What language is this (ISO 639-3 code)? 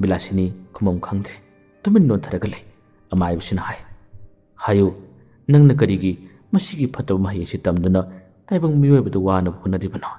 mni